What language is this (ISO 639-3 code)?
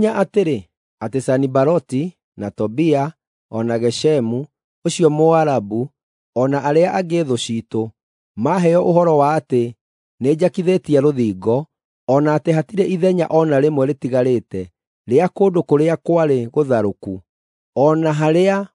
kik